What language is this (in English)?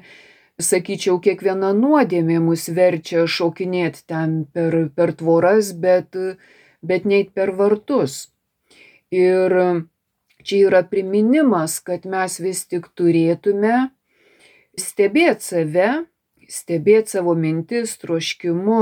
Lithuanian